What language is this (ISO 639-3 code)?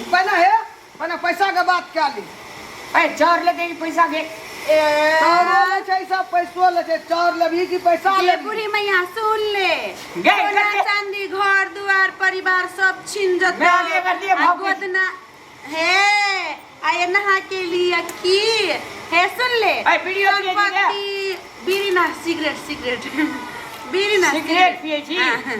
mai